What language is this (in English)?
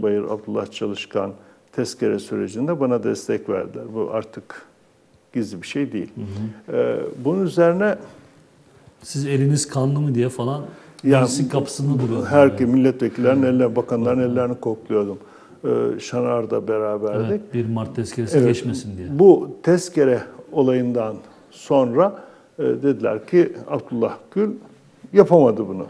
Turkish